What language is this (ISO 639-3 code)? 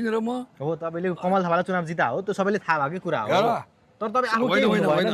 nep